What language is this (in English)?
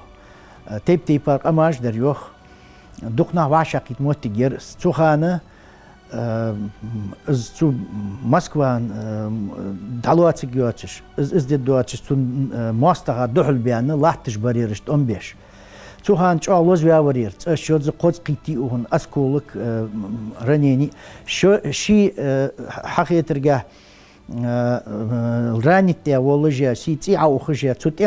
Ingush